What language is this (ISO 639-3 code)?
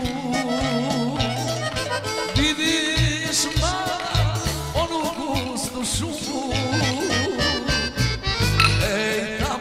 srp